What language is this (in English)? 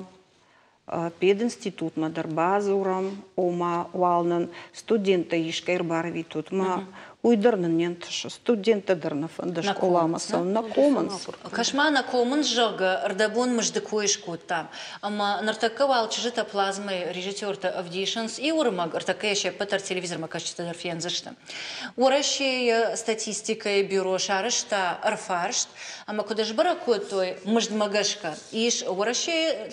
Ossetic